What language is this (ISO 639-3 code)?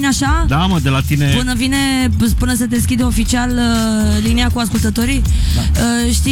ron